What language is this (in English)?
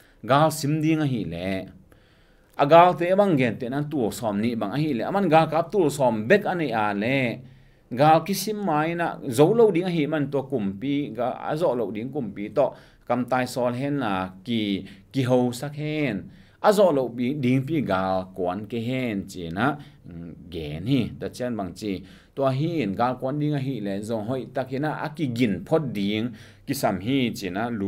Tedim Chin